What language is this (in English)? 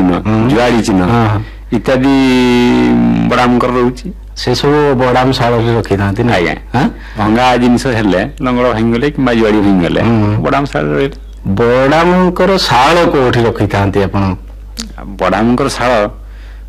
Odia